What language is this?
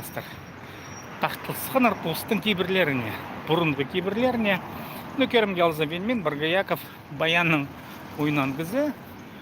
Khakas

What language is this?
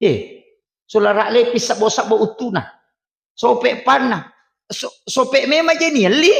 Buginese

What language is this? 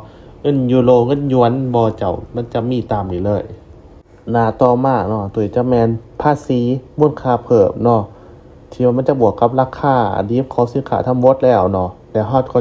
Lao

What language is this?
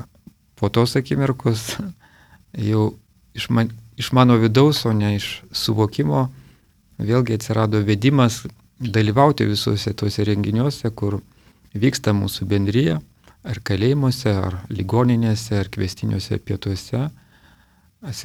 Lithuanian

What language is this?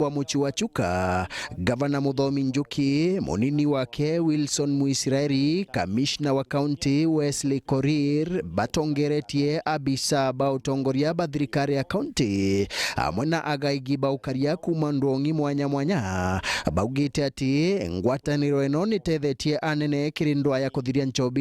Meru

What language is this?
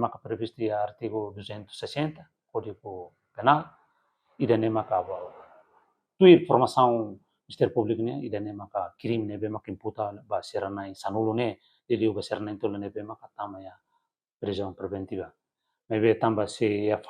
Tetum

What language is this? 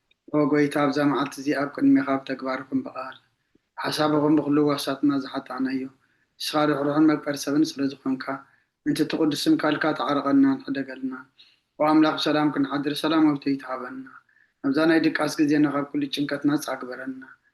Tigrinya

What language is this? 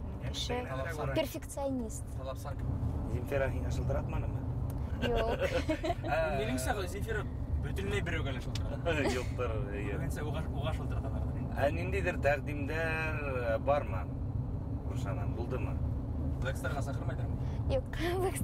Bashkir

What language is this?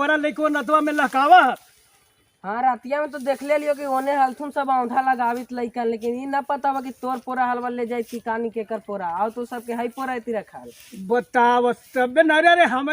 Magahi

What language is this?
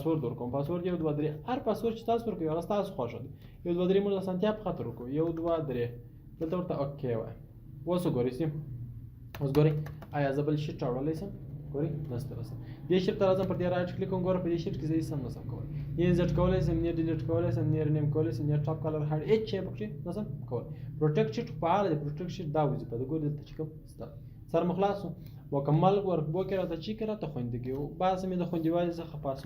Pashto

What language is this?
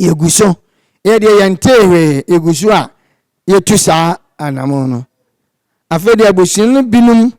Akan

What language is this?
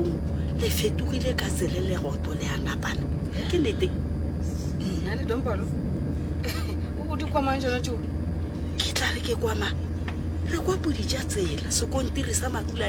Northern Sotho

